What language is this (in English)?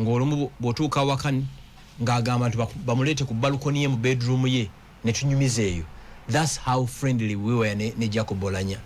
Ganda